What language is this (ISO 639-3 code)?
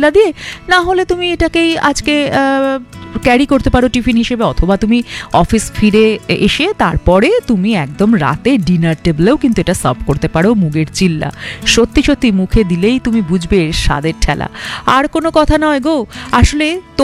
ben